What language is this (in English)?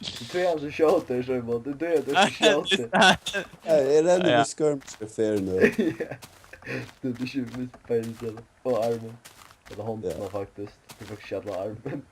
Faroese